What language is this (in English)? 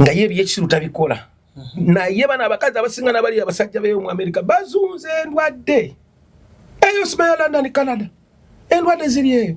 Ganda